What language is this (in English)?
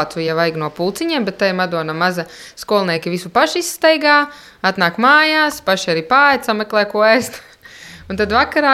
Latvian